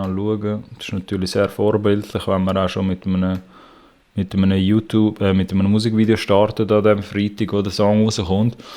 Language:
Swiss German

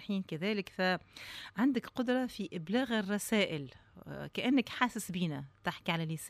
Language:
Tunisian Arabic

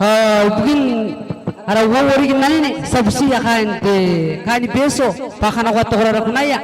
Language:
Gilbertese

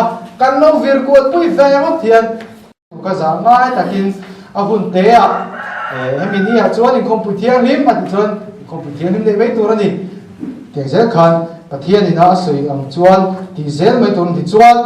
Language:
Mizo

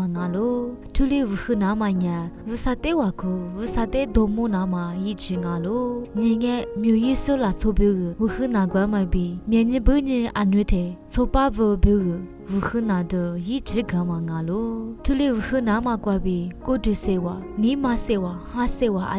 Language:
Lisu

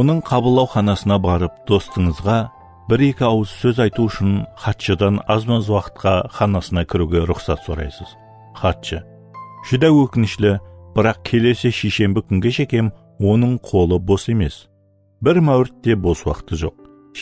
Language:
Kara-Kalpak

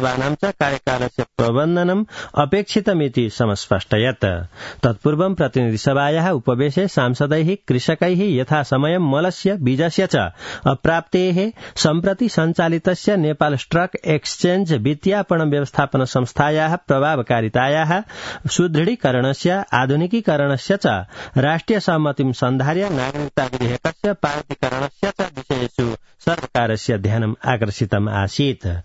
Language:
Sanskrit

